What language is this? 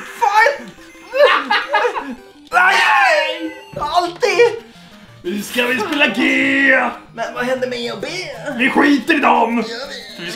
Swedish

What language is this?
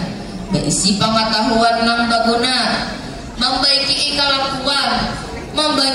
Banjar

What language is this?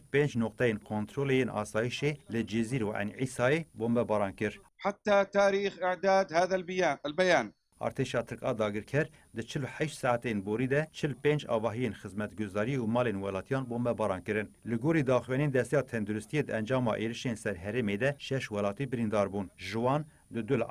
Kurdish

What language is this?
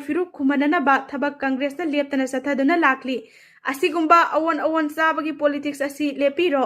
Manipuri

